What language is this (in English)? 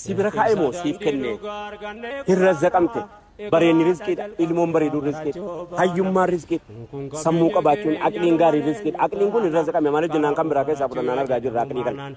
Oromo